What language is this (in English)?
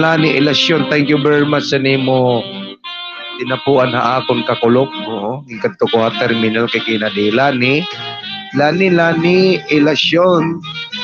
Waray